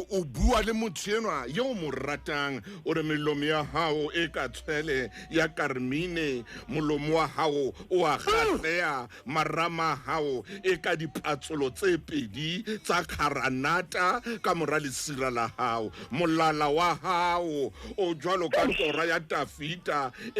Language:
Southern Sotho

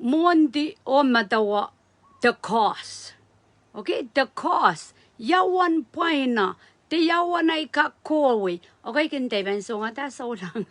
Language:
Pohnpeian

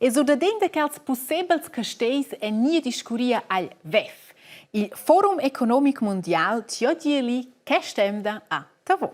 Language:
Romansh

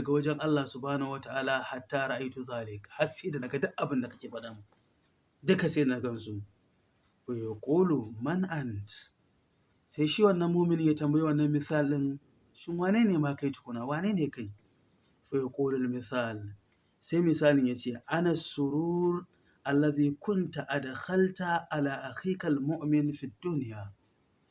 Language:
Hausa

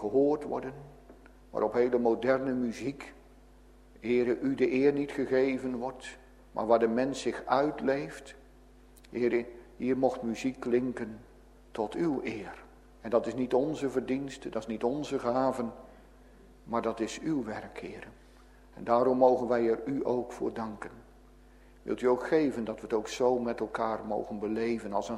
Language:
Dutch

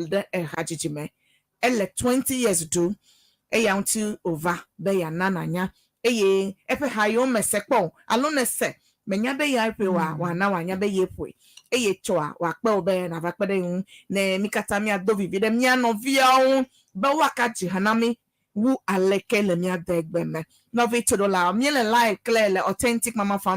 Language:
Ewe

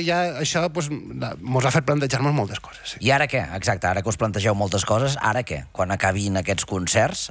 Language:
Catalan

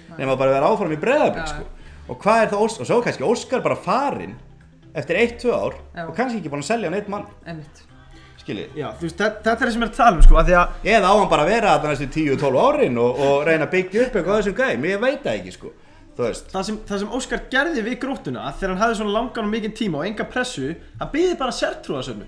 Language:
Icelandic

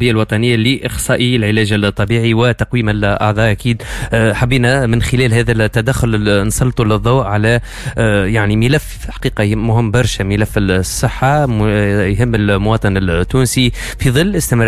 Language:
Tunisian Arabic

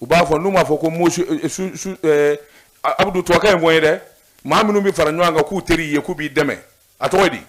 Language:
Bambara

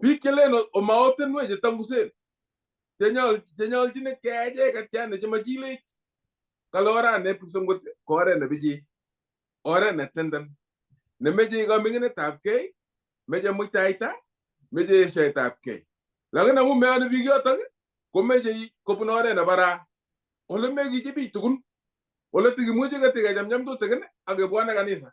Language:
Kalenjin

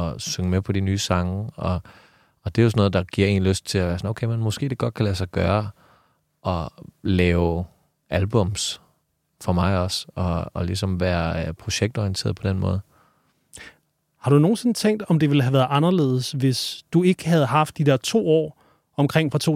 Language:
Danish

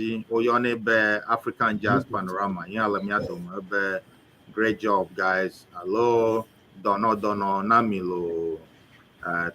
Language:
Ewe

